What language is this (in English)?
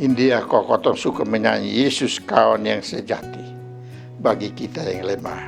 Kupang Malay